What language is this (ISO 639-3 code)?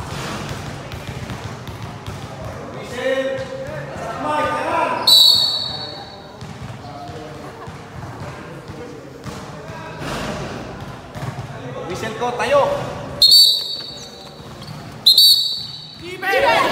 fil